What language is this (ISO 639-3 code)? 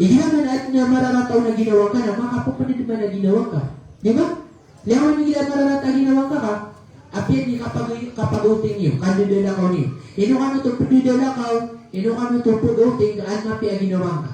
mrw